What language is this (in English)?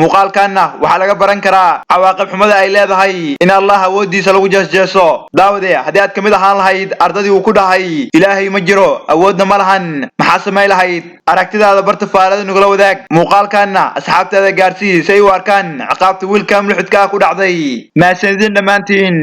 Somali